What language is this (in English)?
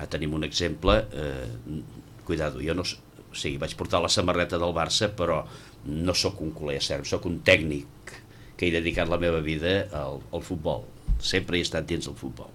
Catalan